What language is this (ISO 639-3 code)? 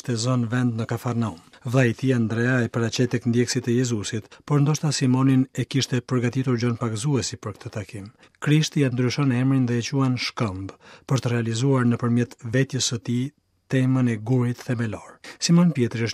sqi